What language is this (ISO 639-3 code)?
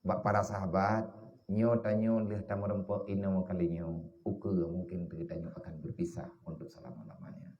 ace